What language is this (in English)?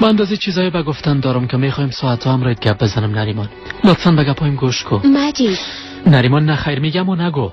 Persian